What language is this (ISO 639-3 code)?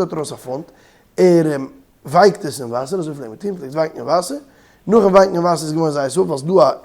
yid